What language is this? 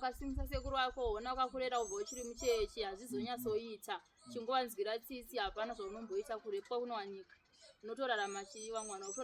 Shona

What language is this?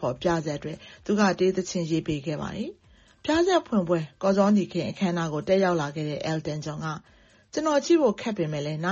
Burmese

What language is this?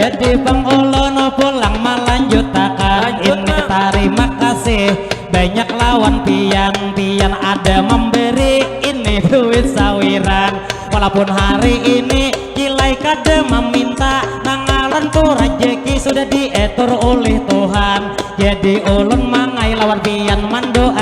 Banjar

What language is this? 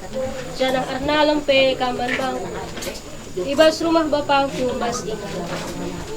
Batak Karo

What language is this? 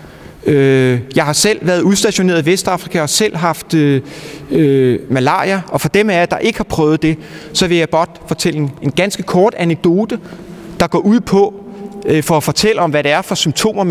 Danish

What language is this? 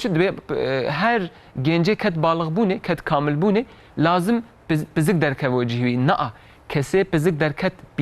Kurdish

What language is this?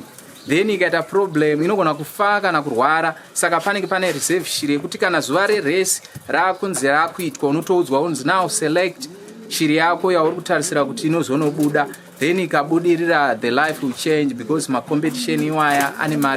Shona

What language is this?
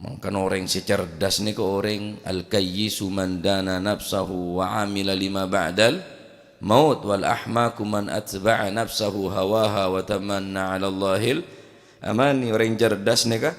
Madurese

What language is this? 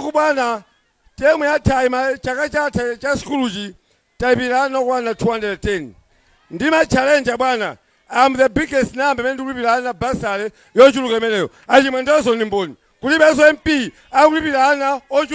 Nyanja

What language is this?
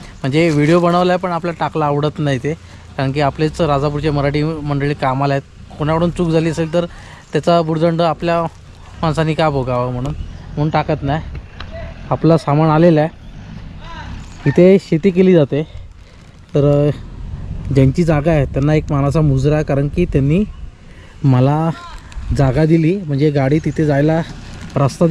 Marathi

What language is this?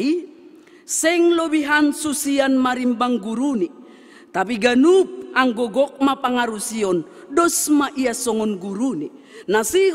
Batak Simalungun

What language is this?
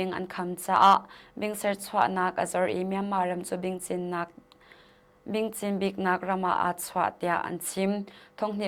Hakha Chin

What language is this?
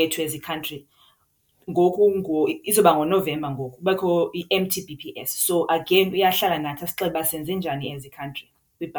Xhosa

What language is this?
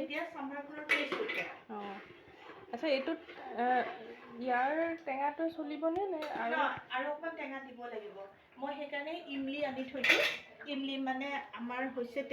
Assamese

